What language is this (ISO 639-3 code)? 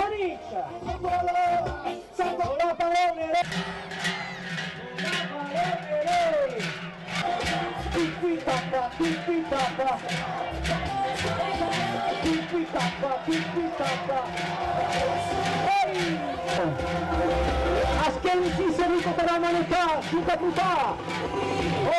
eus